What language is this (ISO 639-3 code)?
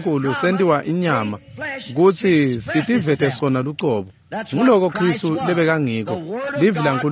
ssw